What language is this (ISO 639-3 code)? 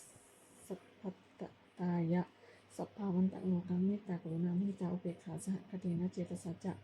pli